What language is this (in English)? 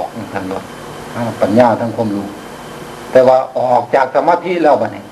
Lao